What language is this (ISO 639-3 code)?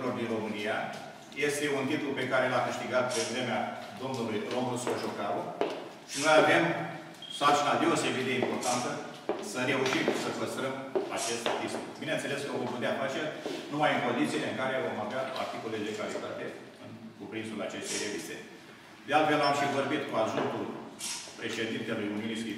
ron